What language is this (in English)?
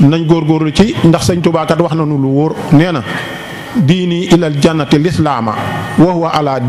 Wolof